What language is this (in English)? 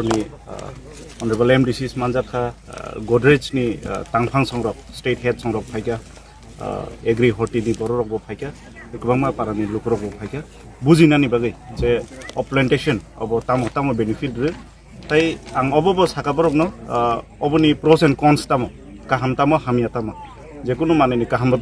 Kok Borok